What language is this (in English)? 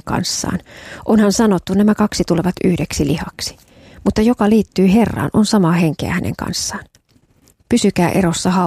Finnish